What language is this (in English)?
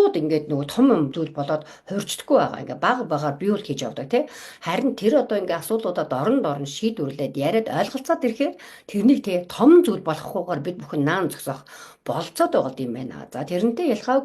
Mongolian